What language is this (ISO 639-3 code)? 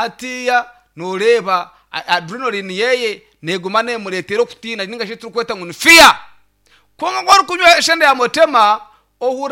nyn